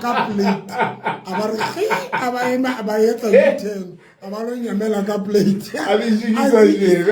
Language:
Southern Sotho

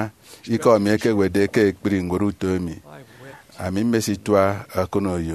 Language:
Efik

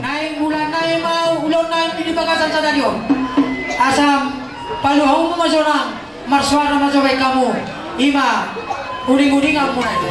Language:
Batak Toba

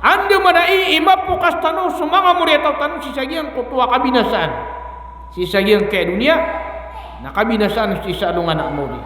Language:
Maranao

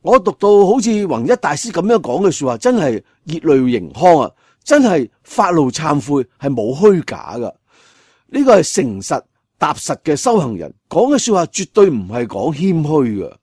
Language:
Cantonese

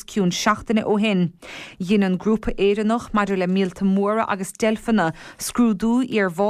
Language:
Irish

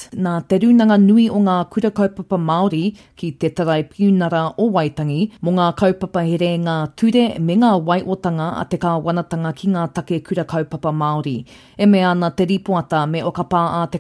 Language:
Māori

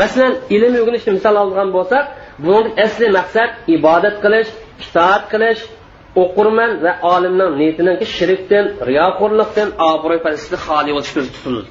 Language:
Uyghur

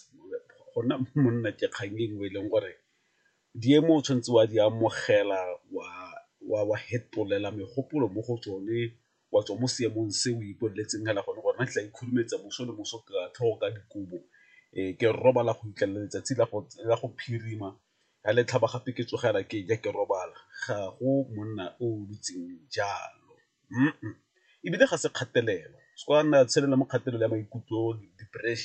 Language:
Tswana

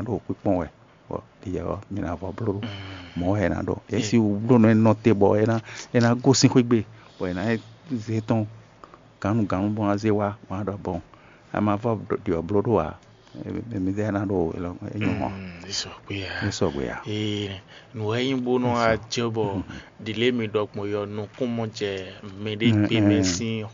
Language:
Fon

